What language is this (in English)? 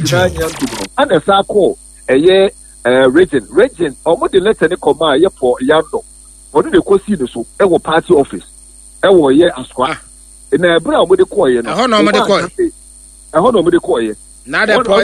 Akan